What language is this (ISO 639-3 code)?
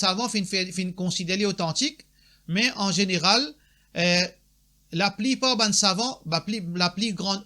mfe